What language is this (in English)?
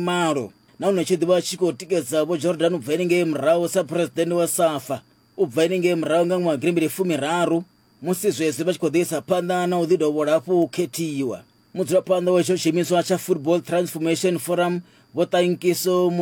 Venda